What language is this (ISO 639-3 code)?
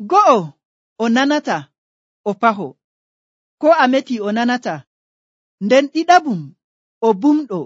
fuv